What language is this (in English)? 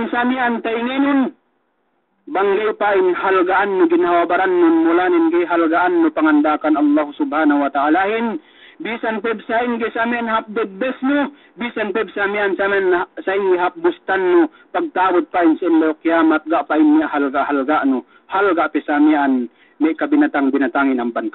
Yakan